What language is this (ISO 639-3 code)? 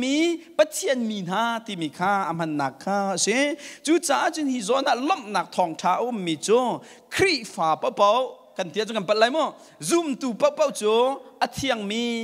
cnh